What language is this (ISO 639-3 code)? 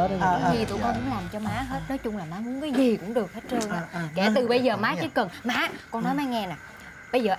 vie